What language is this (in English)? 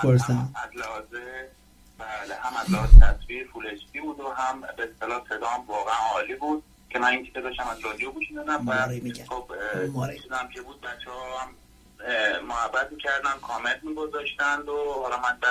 Persian